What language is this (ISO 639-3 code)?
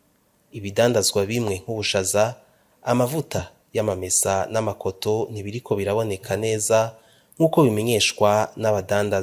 run